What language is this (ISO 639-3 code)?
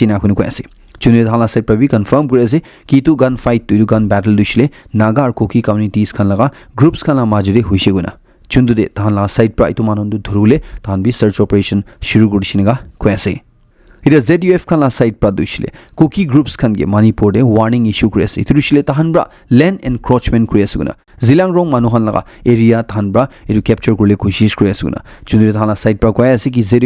nag